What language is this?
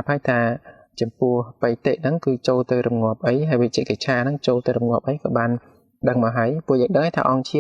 Khmer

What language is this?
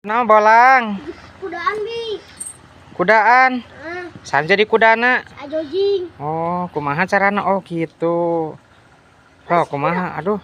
Sundanese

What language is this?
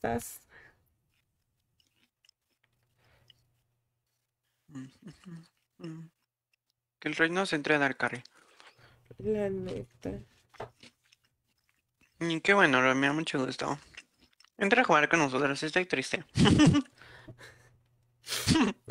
Spanish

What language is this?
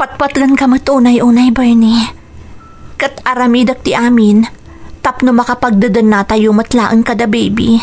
Iloko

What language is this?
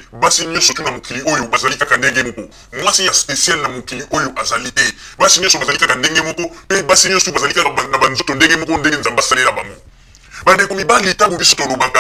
Lingala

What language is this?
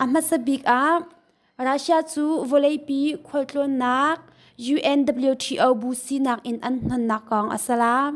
Hakha Chin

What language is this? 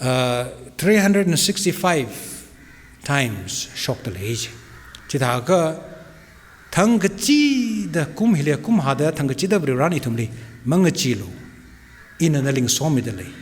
Tangkhul Naga (India)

